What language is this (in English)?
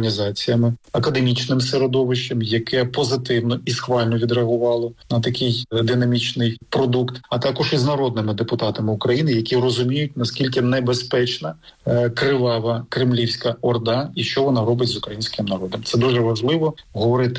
Ukrainian